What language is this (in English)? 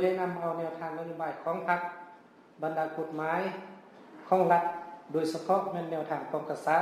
Lao